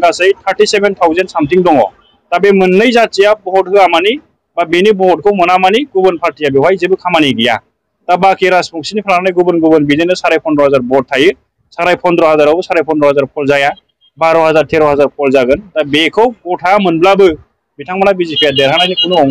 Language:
Bodo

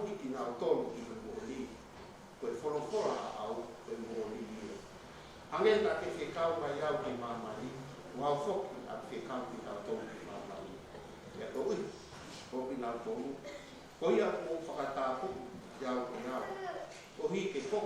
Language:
Tongan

